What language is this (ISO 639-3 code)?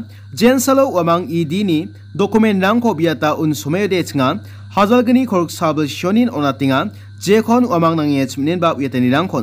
grt